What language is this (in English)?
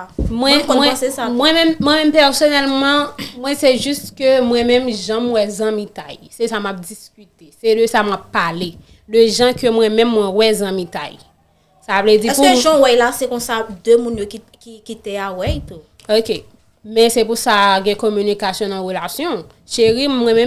Haitian Creole